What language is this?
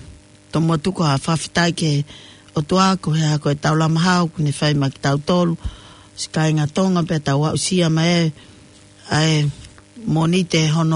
Tongan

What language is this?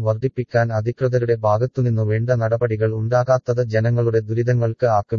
Malayalam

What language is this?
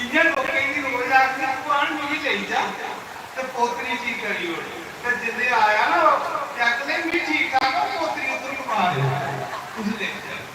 Dogri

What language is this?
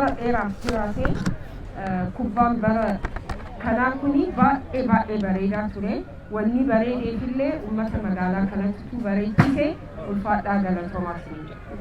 Oromo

